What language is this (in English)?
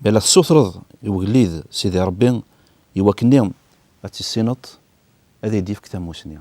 Kabyle